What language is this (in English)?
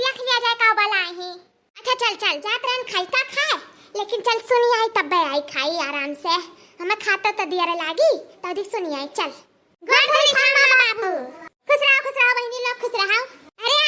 Awadhi